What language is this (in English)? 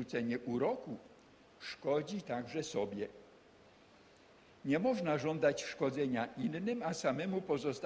Polish